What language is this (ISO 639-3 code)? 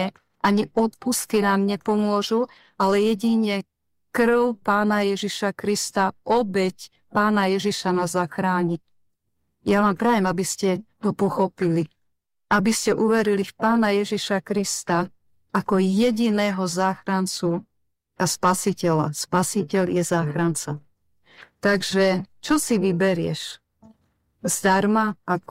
slk